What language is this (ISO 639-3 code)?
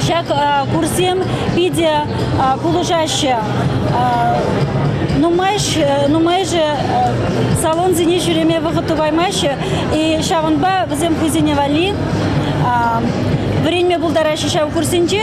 chv